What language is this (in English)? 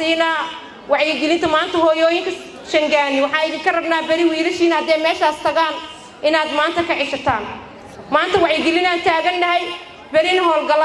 Somali